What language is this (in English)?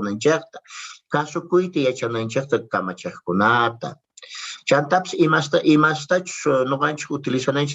South Bolivian Quechua